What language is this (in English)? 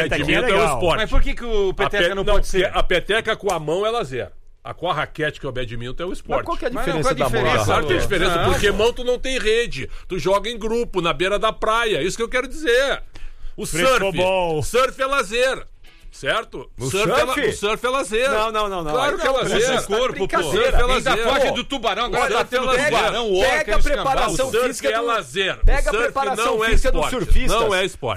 Portuguese